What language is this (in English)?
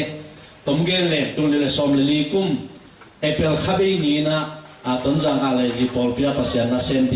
Tedim Chin